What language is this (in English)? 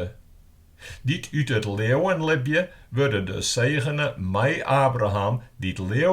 Western Frisian